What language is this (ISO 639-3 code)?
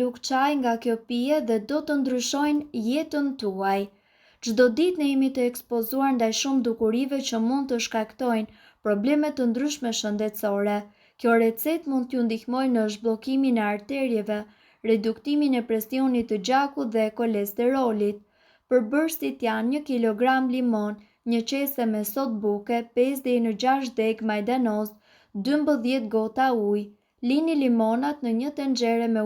sqi